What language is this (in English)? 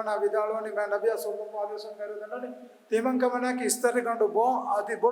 Divehi